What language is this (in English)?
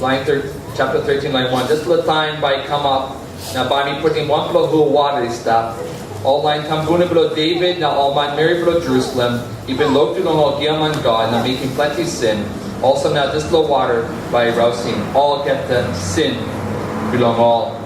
Tok Pisin